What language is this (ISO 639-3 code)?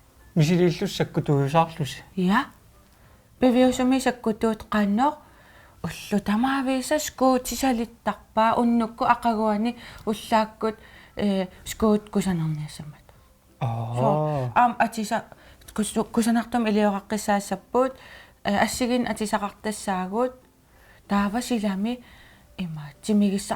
kal